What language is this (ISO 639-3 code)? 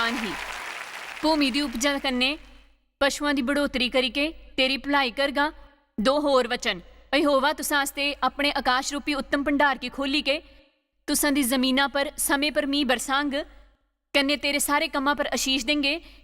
doi